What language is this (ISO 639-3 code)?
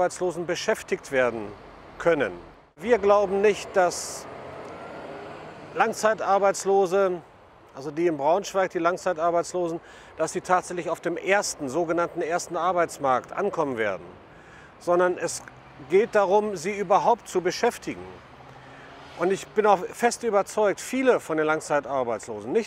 deu